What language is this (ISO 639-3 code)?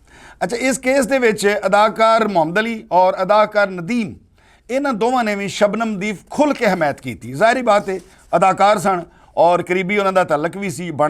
lah